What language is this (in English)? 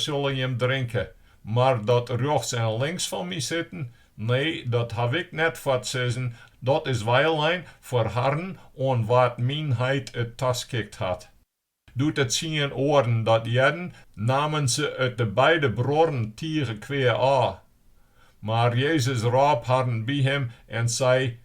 Western Frisian